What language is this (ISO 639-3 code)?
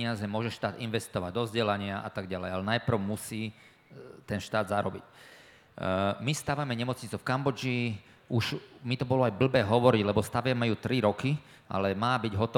slk